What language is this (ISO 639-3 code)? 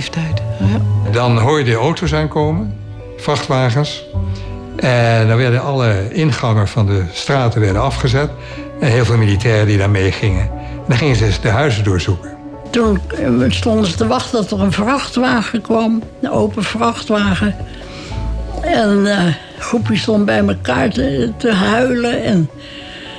nld